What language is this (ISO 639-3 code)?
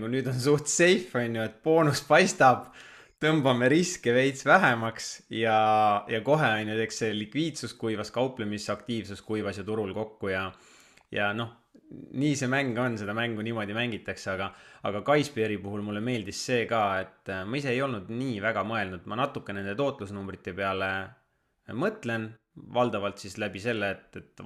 est